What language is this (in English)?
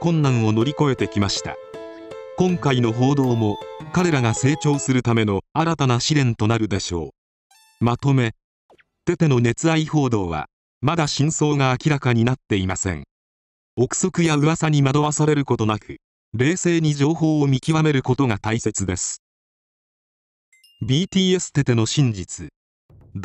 Japanese